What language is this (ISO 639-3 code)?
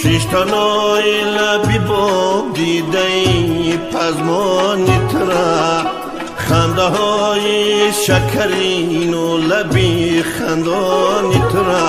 tgk